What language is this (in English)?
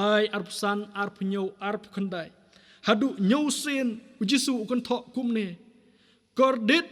Khasi